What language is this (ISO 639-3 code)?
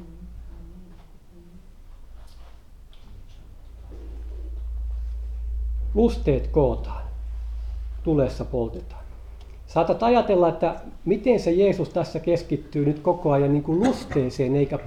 fin